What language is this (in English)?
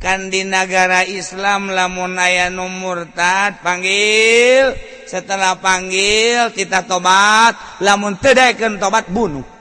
Sundanese